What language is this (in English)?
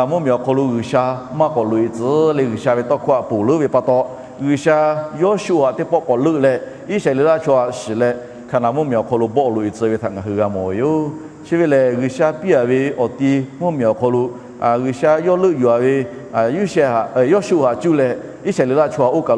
Lahu